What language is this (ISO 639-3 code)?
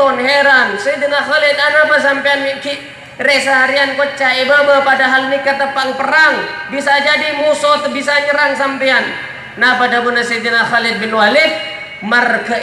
mad